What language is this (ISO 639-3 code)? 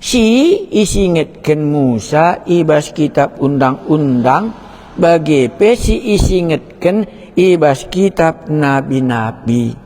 btx